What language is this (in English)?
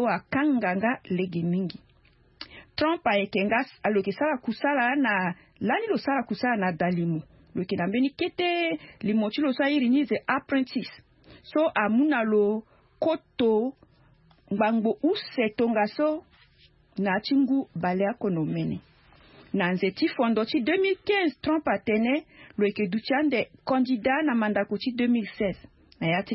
Sango